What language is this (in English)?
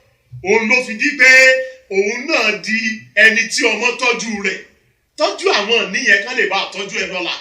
Yoruba